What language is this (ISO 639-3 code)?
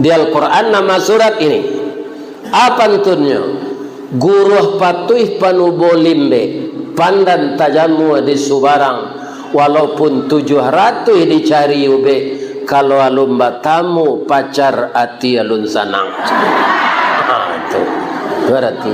min